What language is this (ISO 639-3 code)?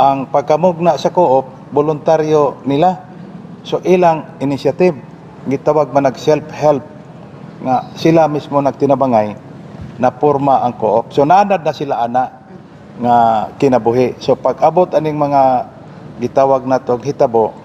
ceb